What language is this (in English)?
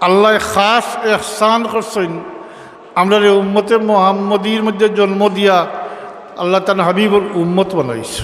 Sylheti